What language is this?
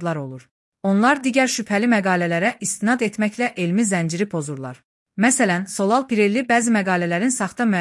Azerbaijani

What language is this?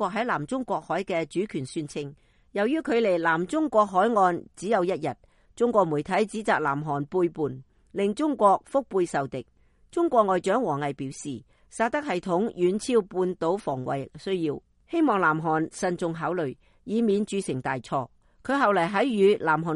Cantonese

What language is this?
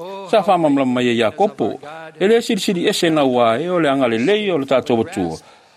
Samoan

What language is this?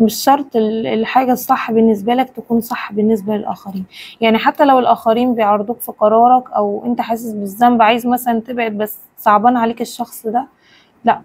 Egyptian Arabic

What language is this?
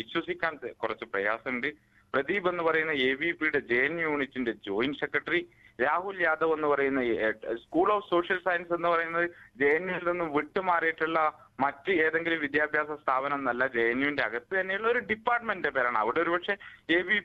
Malayalam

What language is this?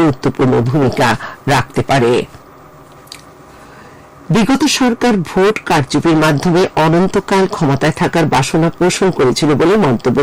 Bangla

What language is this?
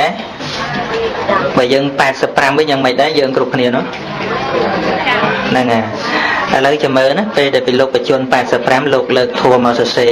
Khmer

